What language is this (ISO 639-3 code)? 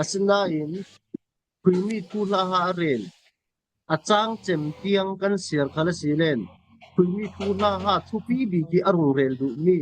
cfm